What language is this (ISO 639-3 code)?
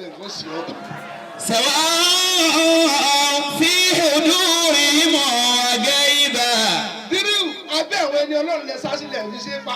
yor